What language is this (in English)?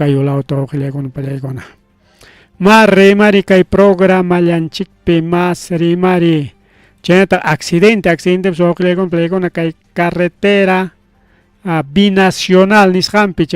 Ayacucho Quechua